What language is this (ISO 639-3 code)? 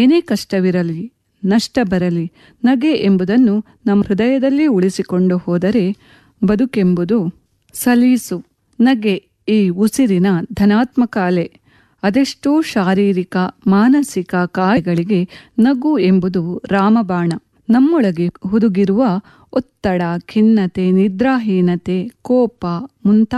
kan